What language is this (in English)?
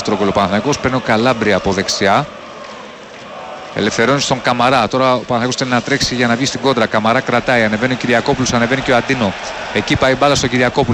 Greek